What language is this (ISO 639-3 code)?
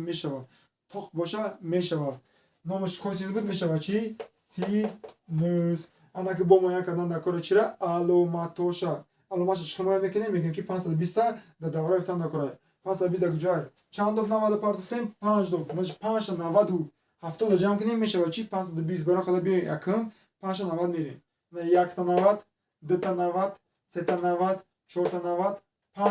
tgk